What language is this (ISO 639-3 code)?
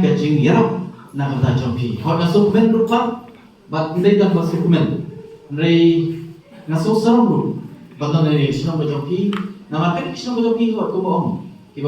kha